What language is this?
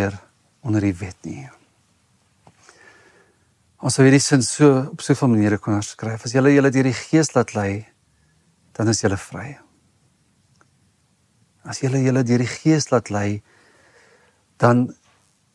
Afrikaans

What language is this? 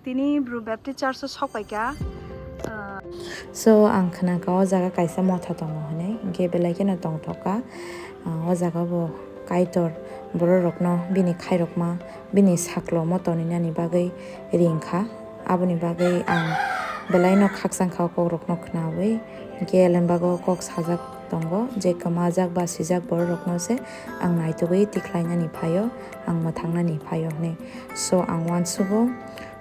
Kok Borok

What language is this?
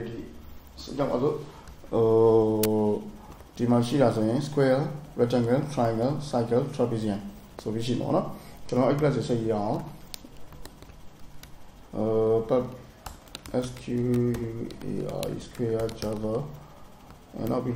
Burmese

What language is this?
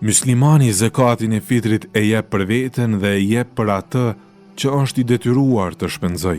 Albanian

